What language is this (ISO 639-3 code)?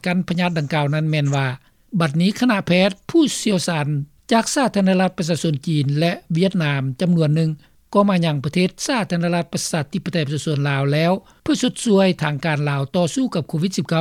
lao